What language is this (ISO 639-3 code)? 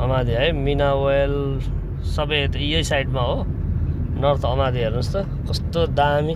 nep